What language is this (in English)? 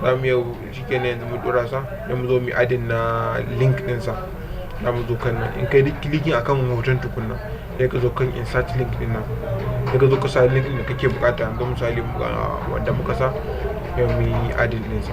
Hausa